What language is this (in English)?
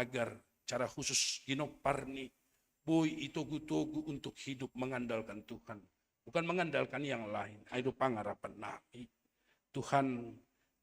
Batak Simalungun